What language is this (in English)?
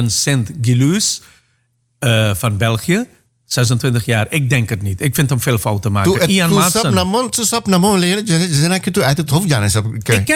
Dutch